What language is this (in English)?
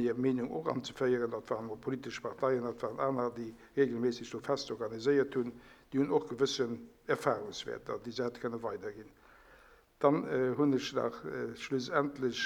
Luxembourgish